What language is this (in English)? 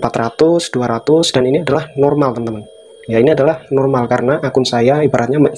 Indonesian